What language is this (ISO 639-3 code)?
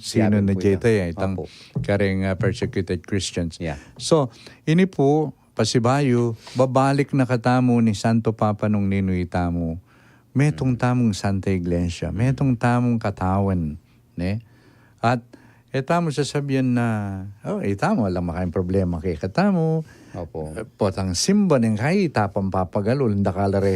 pam